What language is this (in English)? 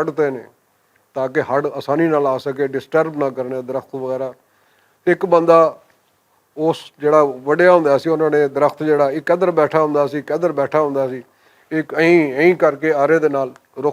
Western Panjabi